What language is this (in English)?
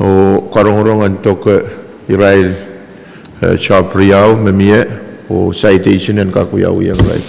Pohnpeian